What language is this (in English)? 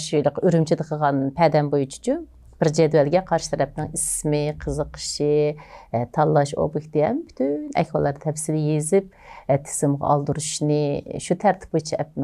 Uyghur